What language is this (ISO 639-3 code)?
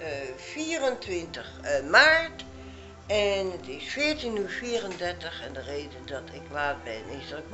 nld